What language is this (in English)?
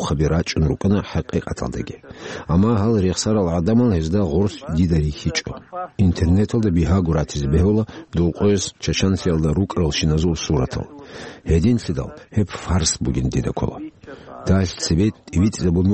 Avaric